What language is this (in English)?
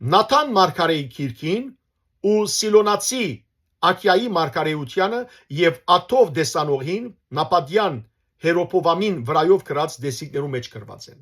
Western Armenian